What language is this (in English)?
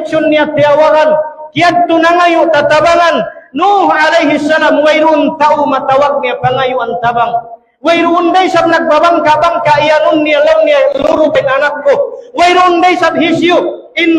Tausug